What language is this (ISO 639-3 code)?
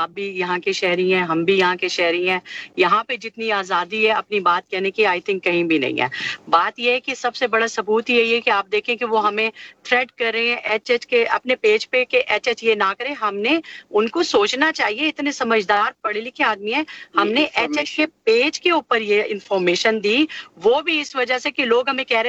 urd